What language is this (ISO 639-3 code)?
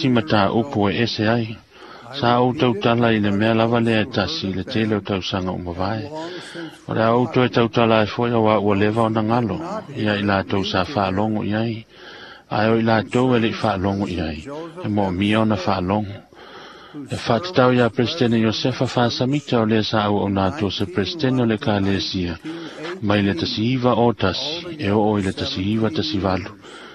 smo